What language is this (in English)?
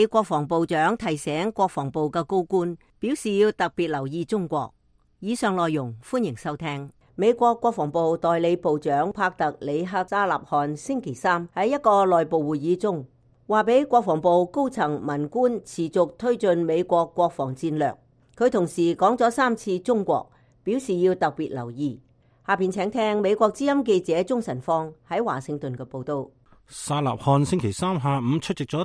Cantonese